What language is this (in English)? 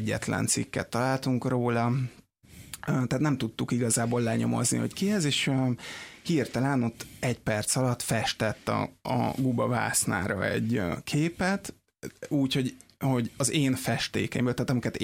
Hungarian